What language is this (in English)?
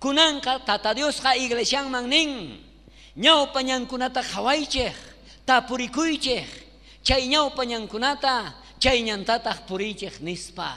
South Bolivian Quechua